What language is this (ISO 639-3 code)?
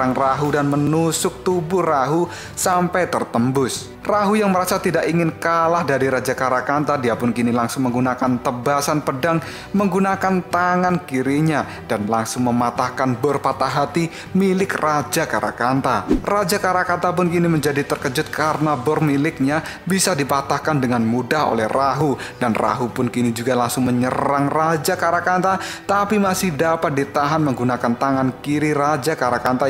ind